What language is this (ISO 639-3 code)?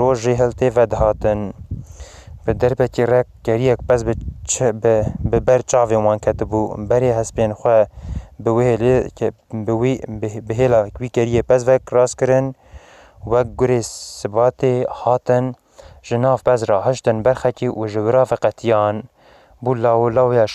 kur